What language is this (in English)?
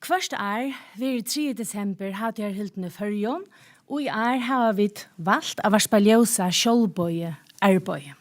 Faroese